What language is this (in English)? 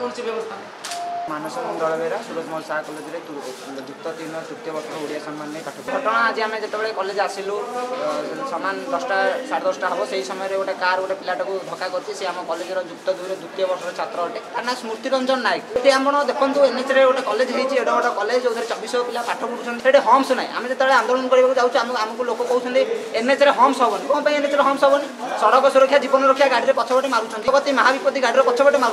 Odia